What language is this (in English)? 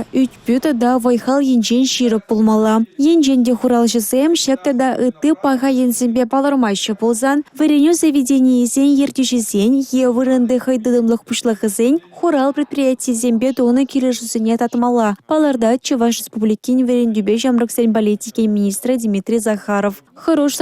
Chuvash